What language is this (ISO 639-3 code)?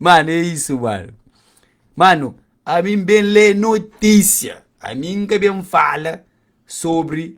kea